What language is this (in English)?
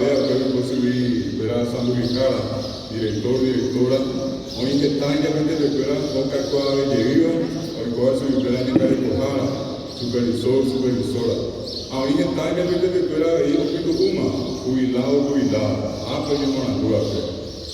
Guarani